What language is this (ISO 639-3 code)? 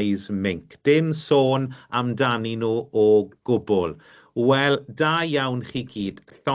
cym